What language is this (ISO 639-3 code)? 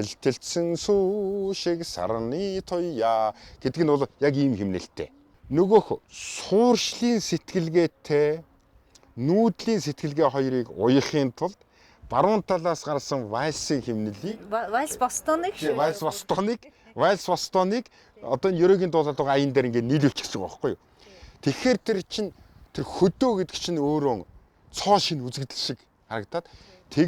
mon